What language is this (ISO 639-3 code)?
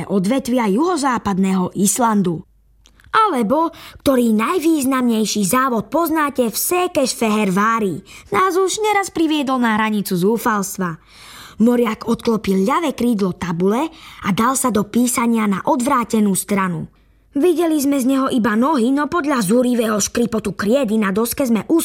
slk